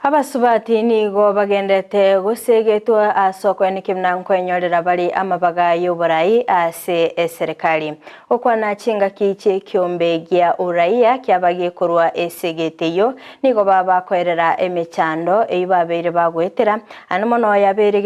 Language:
Gusii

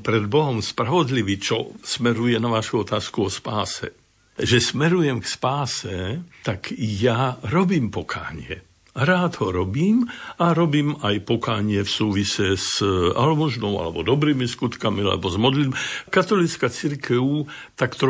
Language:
Slovak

